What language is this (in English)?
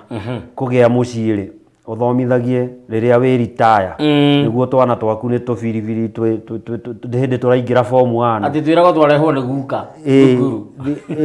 Kikuyu